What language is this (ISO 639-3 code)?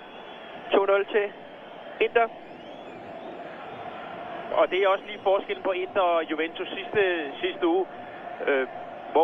dan